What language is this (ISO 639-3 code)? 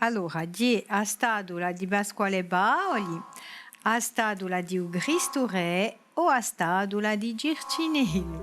cos